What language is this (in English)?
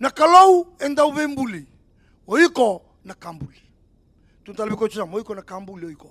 Fijian